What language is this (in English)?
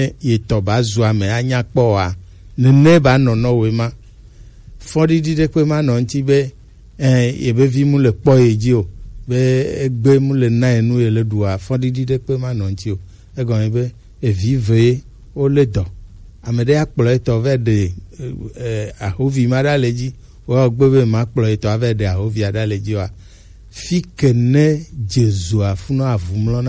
Gen